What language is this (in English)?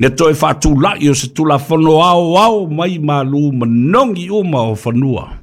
Samoan